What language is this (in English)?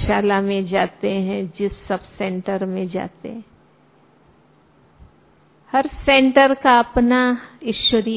Hindi